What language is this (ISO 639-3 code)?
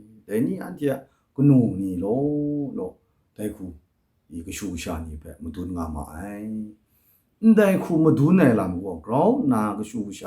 kac